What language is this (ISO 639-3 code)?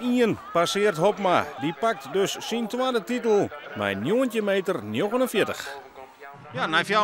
fry